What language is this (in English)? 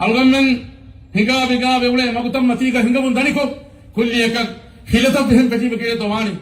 Divehi